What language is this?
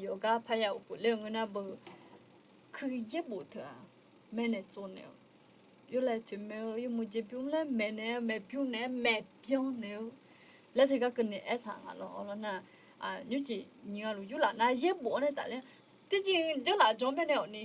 Akha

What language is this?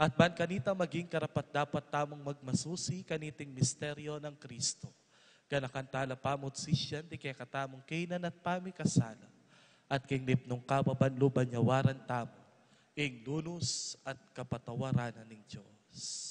Pampanga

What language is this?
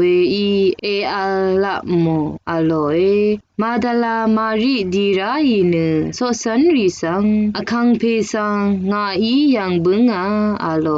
Rawang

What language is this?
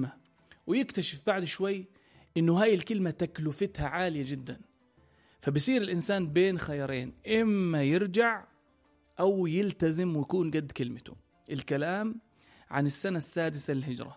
North Levantine Arabic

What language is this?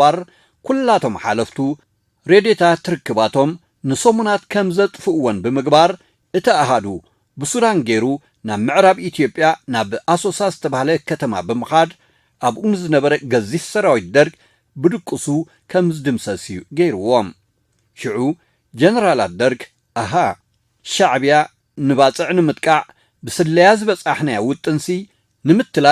Tigrinya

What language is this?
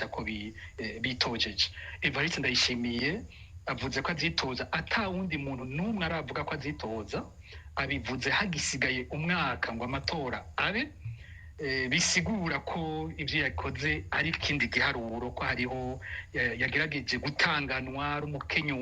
Rundi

